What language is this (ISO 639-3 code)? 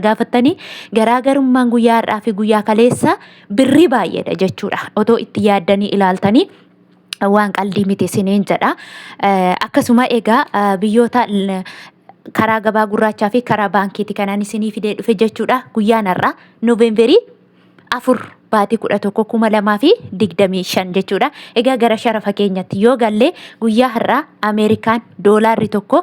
orm